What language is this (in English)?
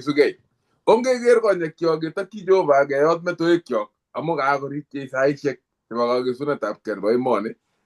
Kalenjin